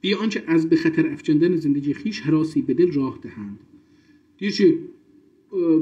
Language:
South Azerbaijani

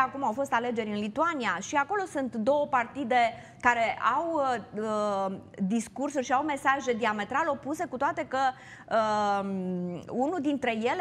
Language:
Romanian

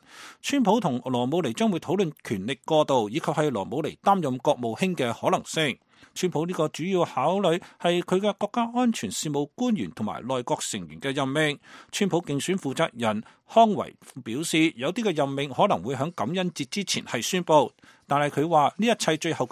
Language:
Cantonese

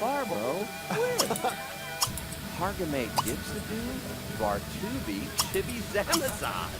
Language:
Bavarian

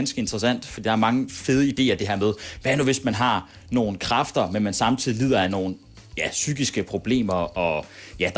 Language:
Danish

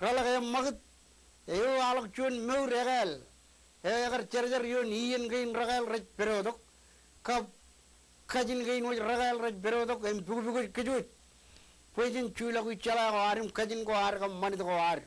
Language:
Marshallese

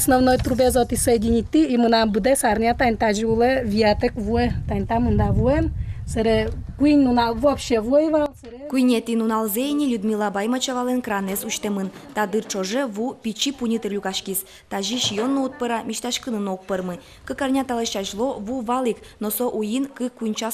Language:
Udmurt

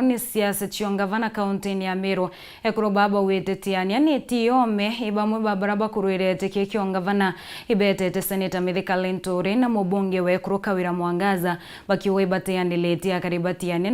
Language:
Meru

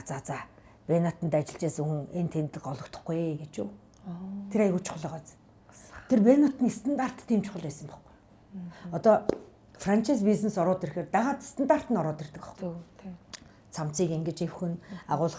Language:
Mongolian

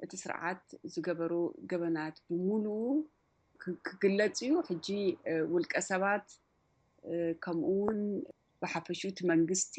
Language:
Tigrinya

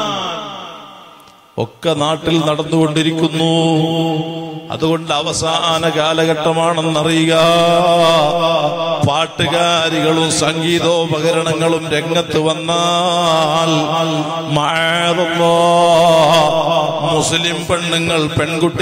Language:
Malayalam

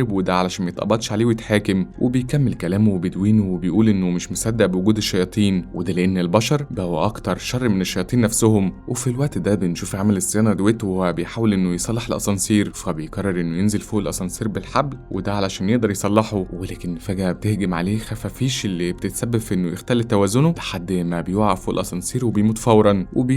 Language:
Egyptian Arabic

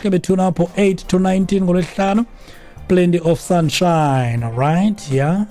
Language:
Xhosa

